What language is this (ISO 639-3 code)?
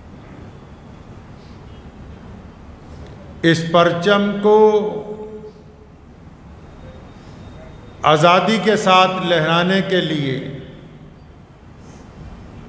hin